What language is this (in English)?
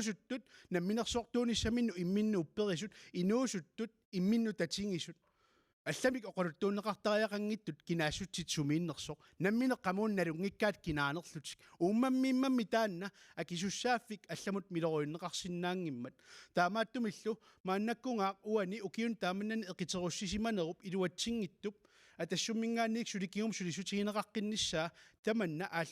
Kalaallisut